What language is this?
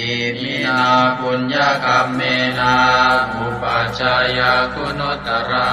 Pali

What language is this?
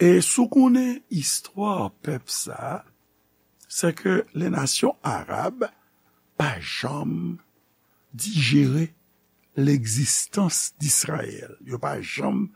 Haitian Creole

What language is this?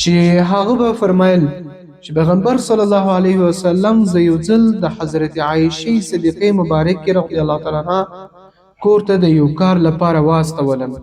Pashto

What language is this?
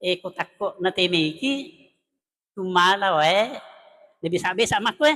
Buginese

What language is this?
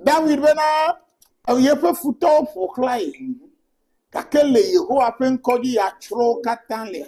Ewe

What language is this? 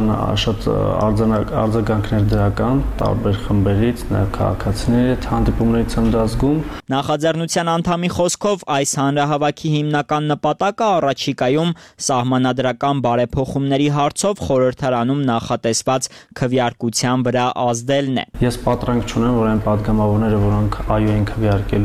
Armenian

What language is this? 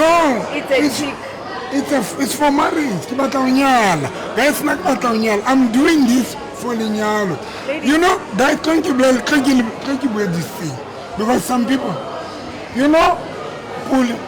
Southern Sotho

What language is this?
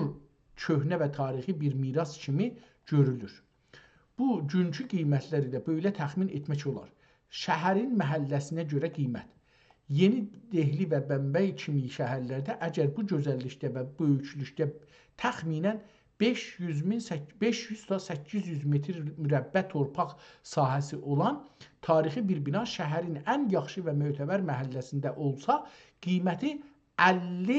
South Azerbaijani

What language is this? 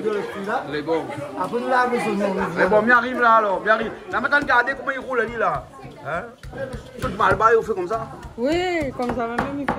Réunion Creole French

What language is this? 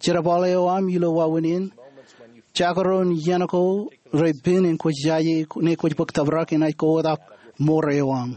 Marshallese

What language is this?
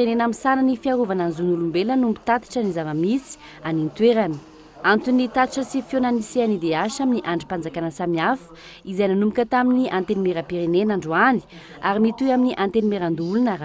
Malagasy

